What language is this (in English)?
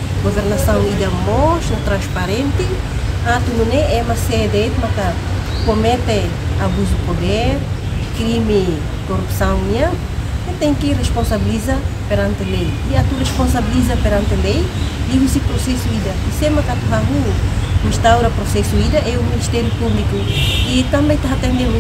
Tetum